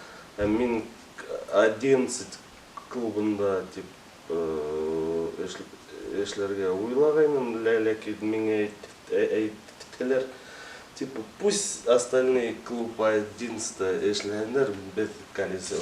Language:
Bashkir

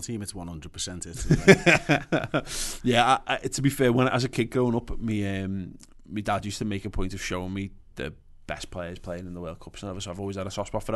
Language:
English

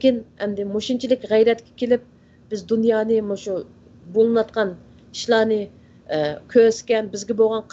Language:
Uyghur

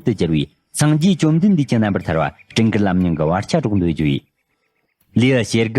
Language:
Tibetan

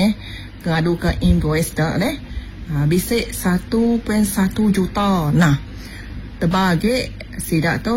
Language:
Iban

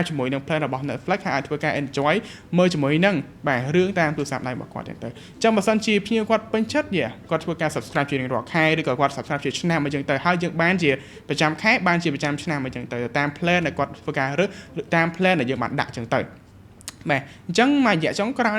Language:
Khmer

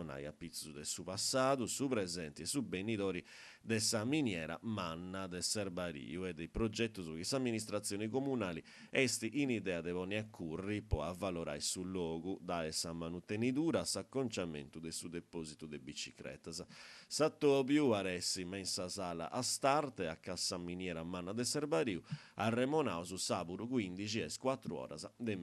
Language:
Sardinian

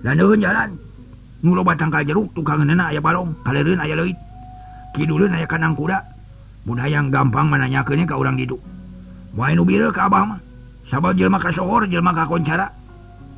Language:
Sundanese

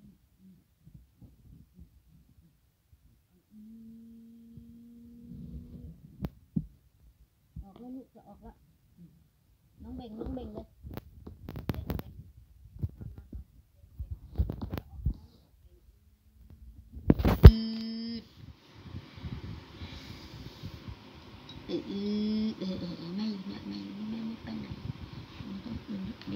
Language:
Thai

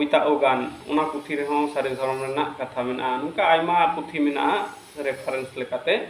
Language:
Santali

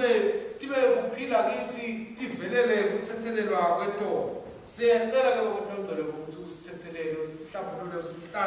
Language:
Swati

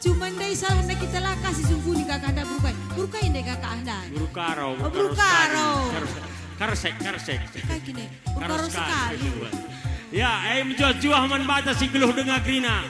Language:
Batak Karo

